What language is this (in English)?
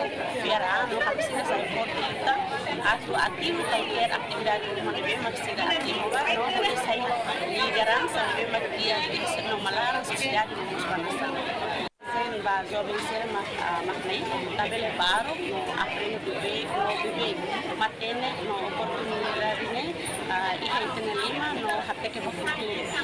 Tetum